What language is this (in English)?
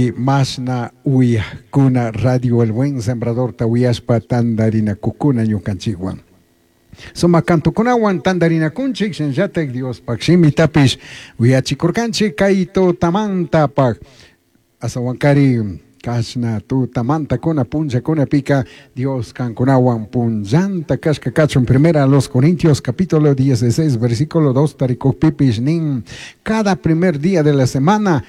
Chimborazo Highland Quichua